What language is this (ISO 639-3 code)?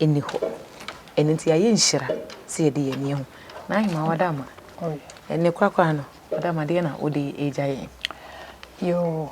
aka